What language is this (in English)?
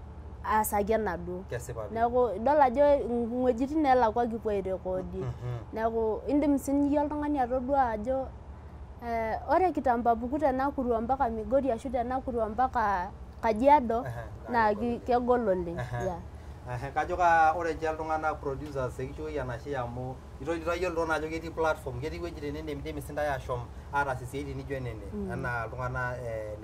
Masai